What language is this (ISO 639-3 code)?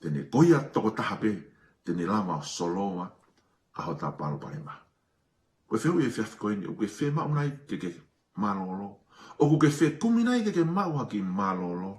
ton